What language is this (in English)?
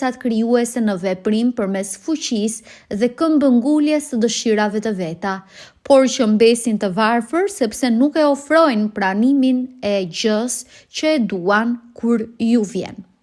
Albanian